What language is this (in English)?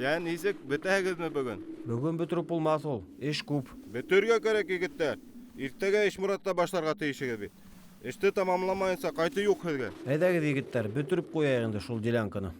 Bashkir